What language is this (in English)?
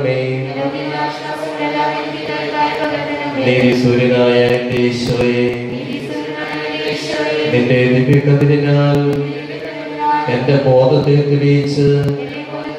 Malayalam